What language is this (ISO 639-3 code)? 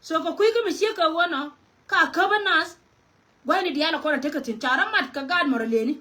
nus